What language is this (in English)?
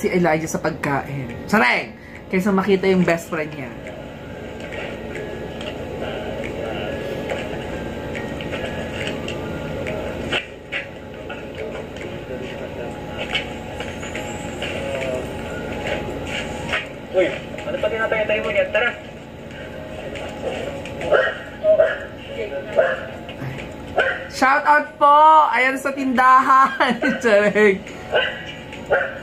Filipino